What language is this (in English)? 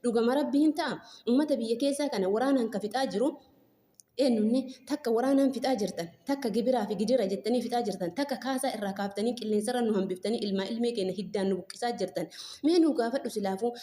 Oromo